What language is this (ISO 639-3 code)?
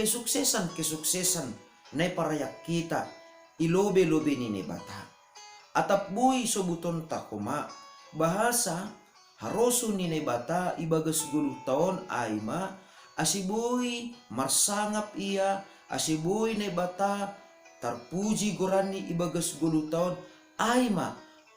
bts